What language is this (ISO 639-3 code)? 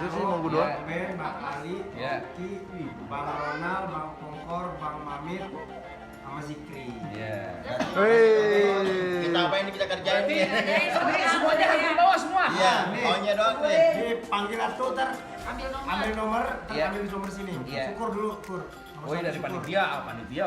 bew